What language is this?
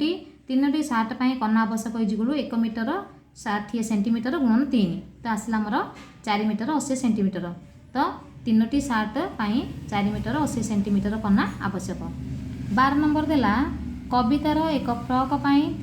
Odia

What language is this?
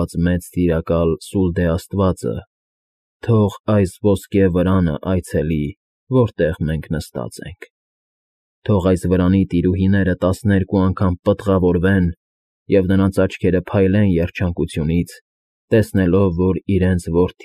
Armenian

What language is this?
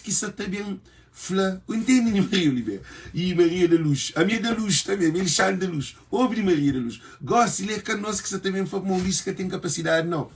Kabuverdianu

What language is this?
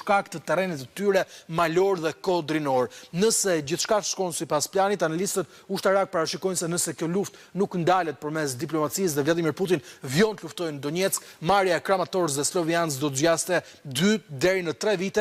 Albanian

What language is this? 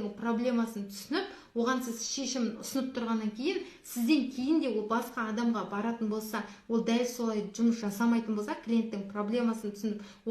Kazakh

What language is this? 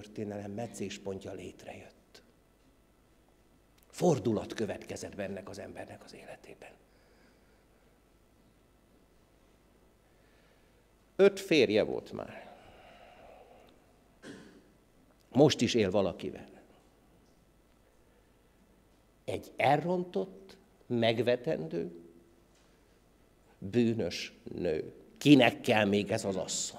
Hungarian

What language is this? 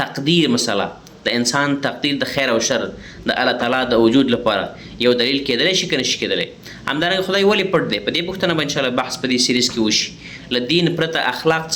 Pashto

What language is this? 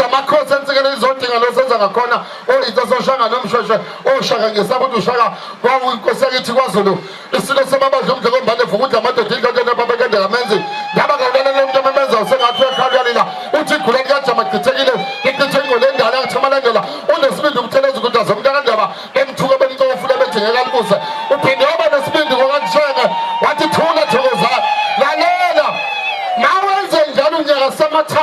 Zulu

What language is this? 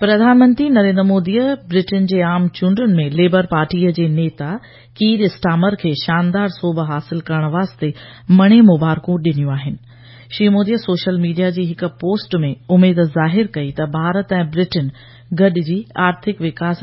Sindhi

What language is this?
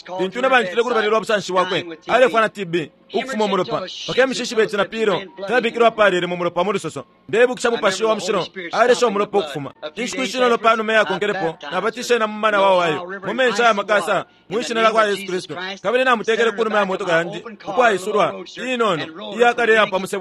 Bemba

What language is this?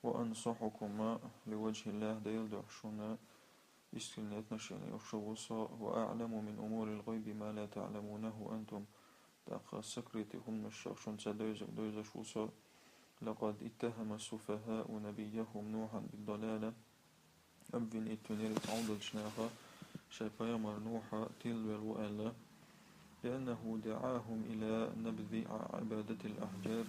Chechen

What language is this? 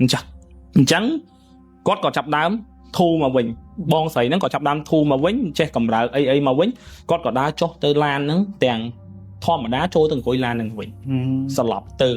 Khmer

